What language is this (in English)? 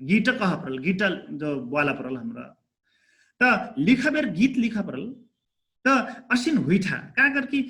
Dangaura Tharu